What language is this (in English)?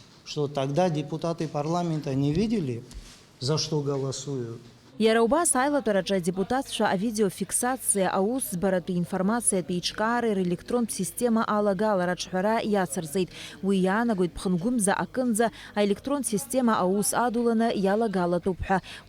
Abkhazian